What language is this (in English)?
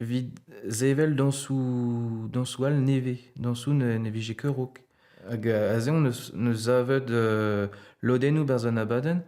Breton